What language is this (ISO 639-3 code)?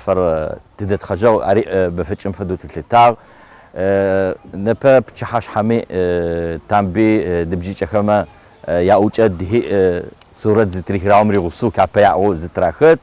ady